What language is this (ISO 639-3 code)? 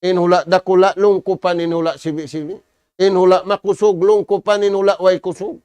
tsg